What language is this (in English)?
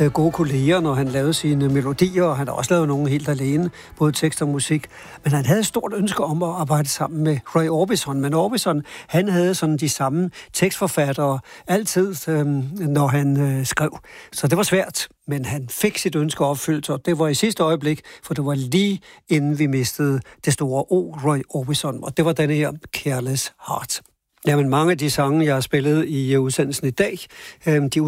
Danish